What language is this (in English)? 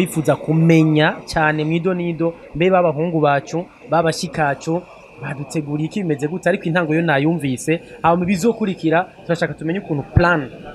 Rundi